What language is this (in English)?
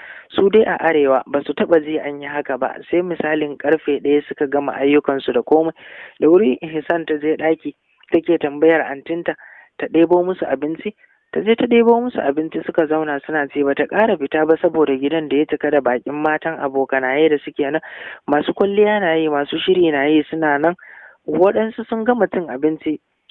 Hausa